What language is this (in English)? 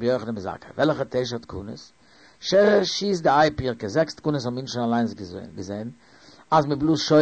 Yiddish